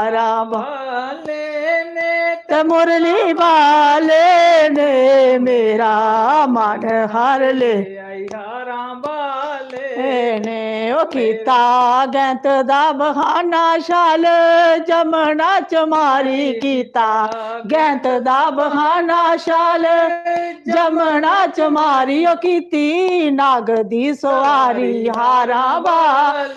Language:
Dogri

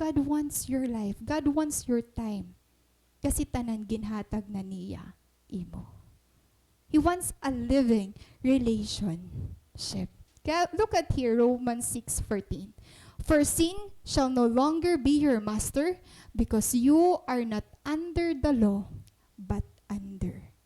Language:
Waray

